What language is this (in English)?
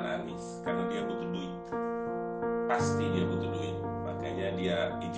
Indonesian